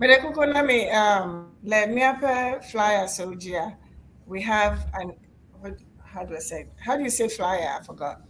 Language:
Ewe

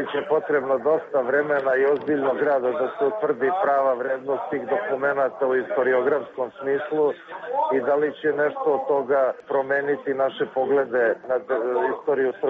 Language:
Serbian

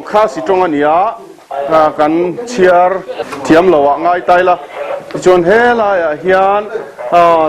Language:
Mizo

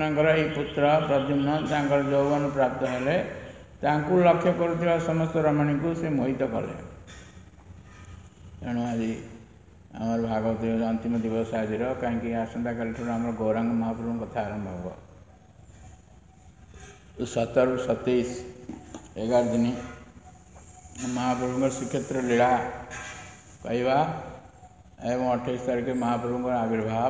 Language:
Odia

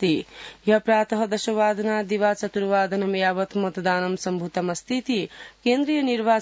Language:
Sanskrit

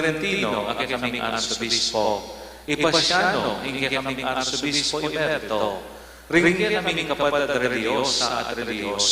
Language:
Pampanga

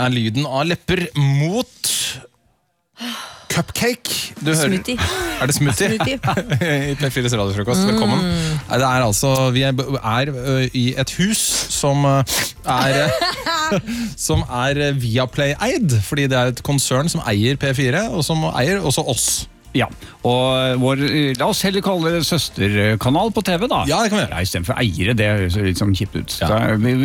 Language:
Norwegian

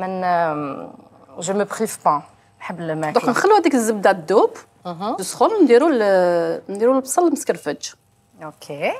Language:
Algerian Arabic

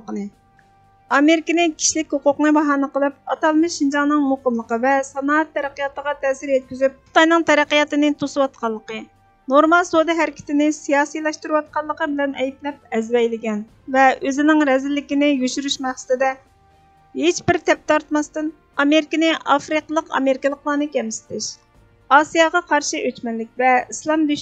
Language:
Uyghur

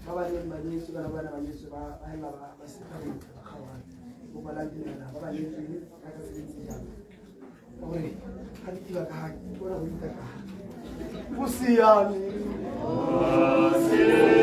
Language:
Tswana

